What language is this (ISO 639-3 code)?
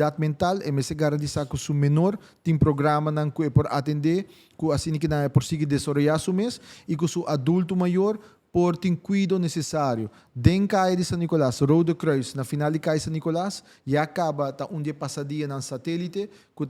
pap